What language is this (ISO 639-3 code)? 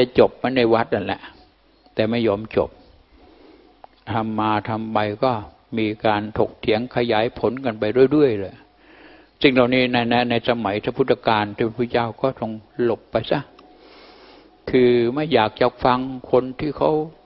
tha